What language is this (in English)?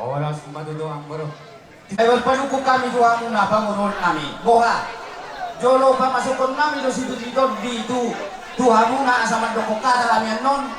Batak Toba